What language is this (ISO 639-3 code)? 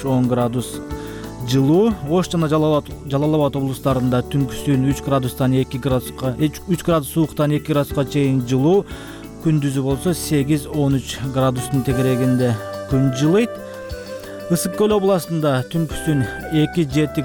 kir